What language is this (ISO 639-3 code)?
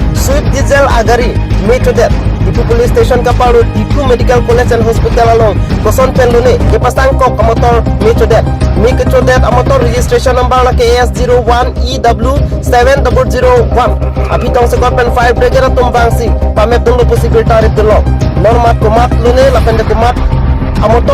mjw